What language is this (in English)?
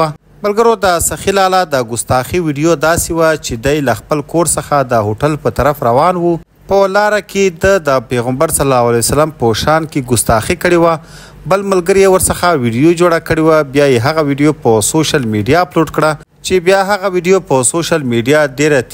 Pashto